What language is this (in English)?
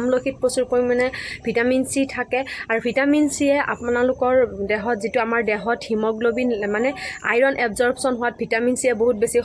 Assamese